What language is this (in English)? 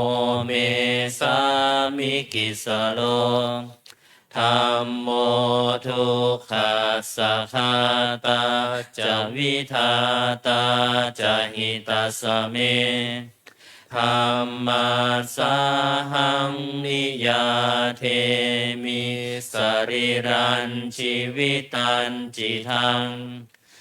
Pali